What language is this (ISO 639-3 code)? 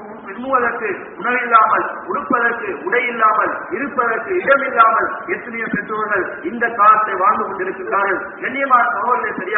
tam